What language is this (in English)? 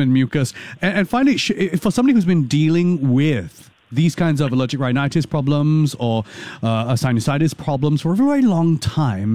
English